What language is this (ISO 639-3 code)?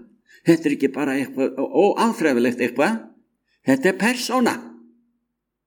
isl